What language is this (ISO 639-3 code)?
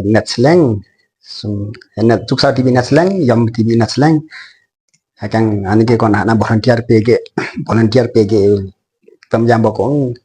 lif